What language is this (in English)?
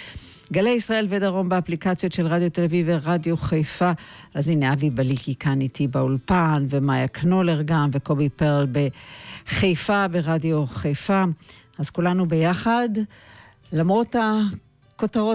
Hebrew